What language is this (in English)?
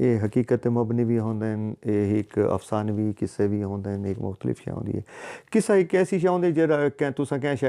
Saraiki